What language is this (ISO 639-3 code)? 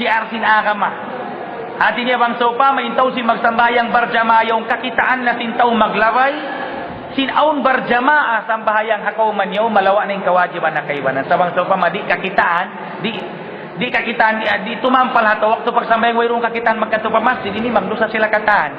tsg